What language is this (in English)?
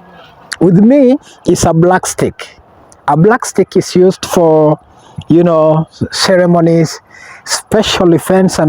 Masai